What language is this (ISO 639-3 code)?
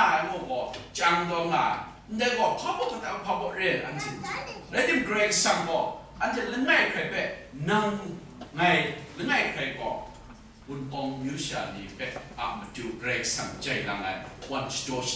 kac